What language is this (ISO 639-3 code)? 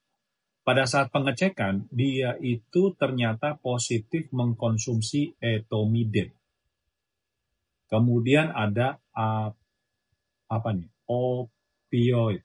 ind